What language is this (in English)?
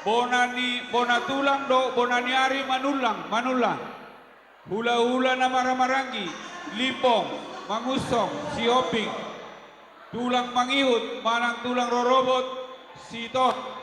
Batak Toba